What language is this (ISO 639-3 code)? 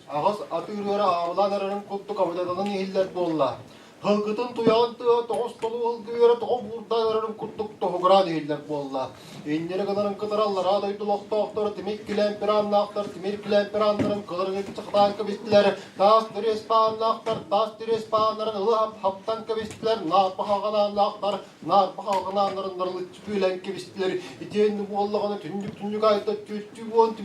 tyv